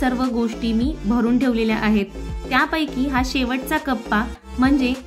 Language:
Marathi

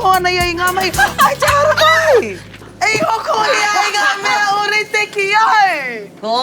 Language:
Māori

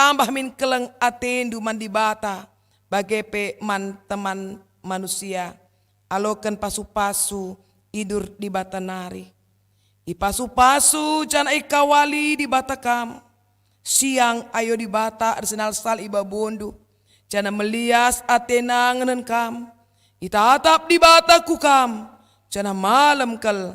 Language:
Batak Karo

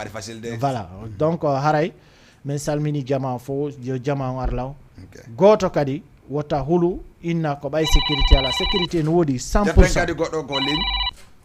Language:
Fula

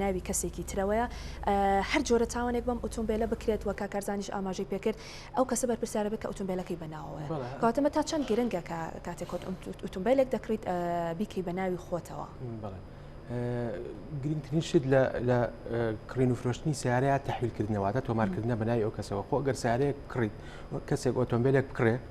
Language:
Central Kurdish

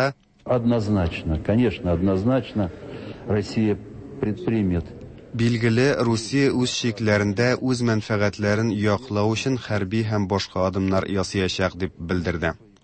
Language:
Tatar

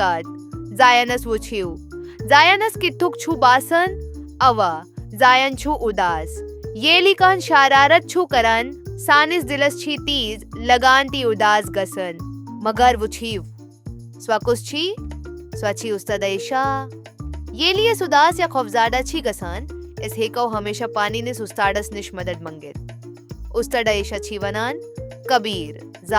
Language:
Kashmiri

